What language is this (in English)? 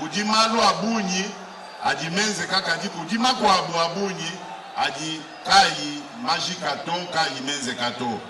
Luba-Lulua